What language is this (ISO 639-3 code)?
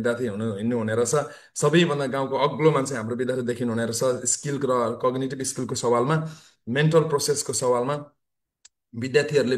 nep